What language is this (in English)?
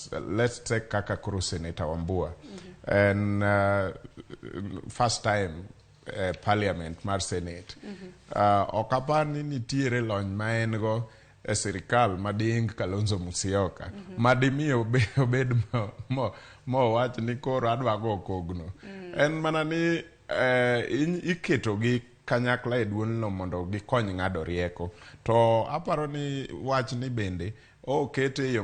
Luo (Kenya and Tanzania)